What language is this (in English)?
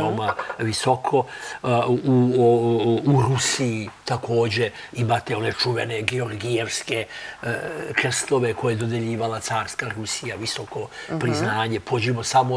Serbian